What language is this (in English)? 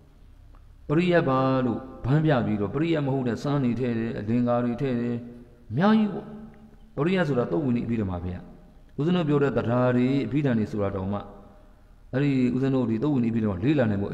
Burmese